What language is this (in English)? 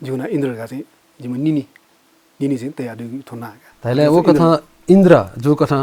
Newari